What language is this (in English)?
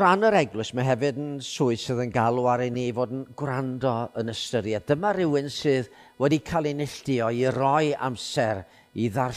Welsh